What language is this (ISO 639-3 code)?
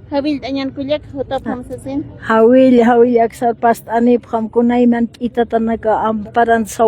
aym